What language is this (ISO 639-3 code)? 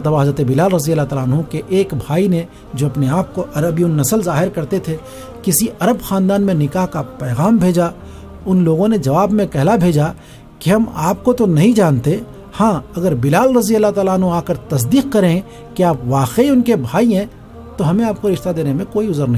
urd